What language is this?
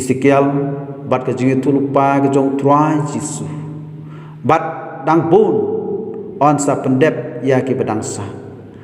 Khasi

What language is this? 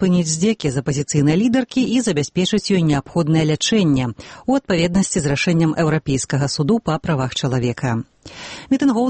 Belarusian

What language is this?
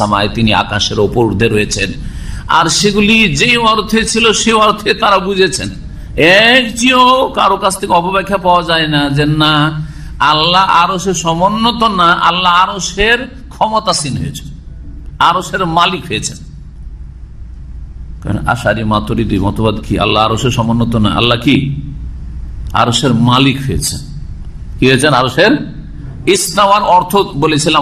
Bangla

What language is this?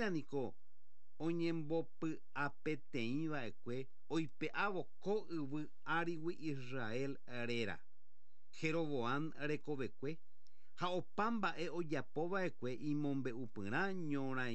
Guarani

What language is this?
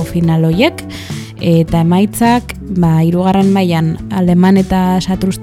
Basque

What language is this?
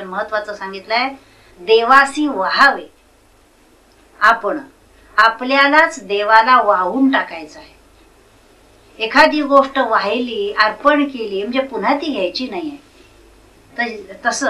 Marathi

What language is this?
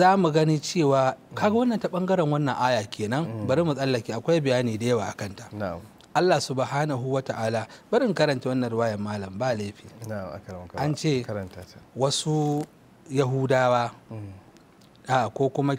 Hausa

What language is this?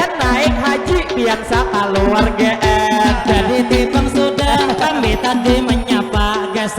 Banjar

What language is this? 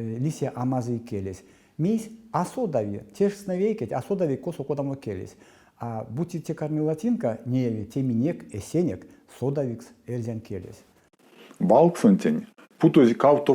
Erzya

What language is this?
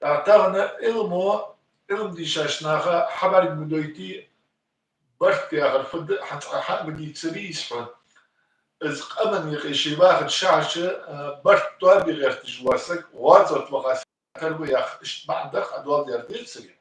Ingush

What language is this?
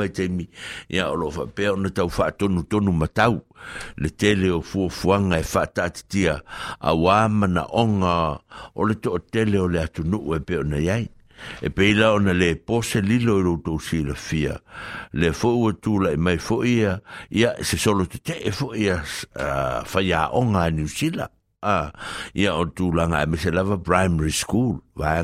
Samoan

